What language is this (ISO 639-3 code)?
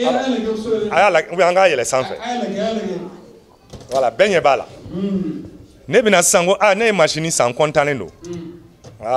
bam